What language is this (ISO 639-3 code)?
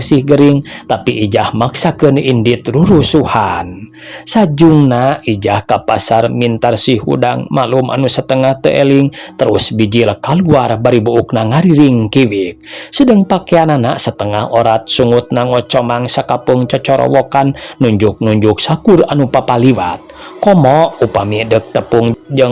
sun